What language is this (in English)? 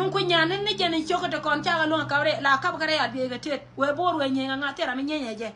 Nuer